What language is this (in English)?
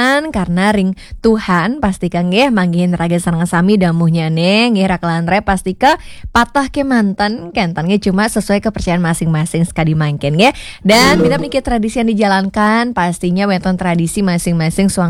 Balinese